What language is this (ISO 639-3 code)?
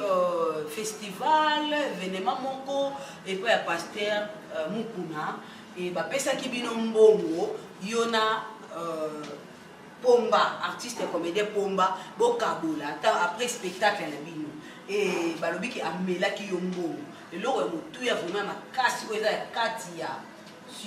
lin